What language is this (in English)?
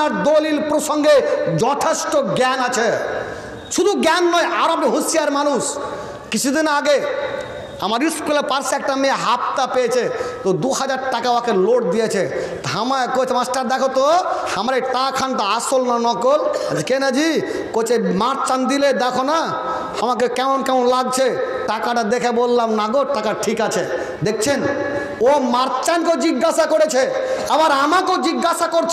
Bangla